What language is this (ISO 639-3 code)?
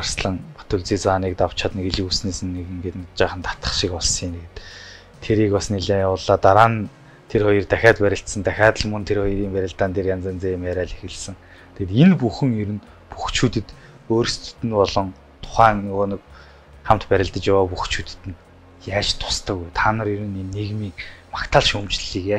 mon